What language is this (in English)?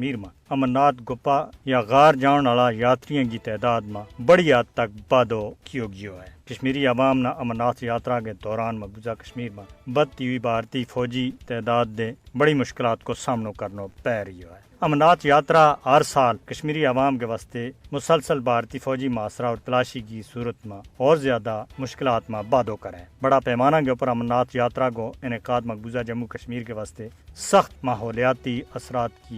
Gujari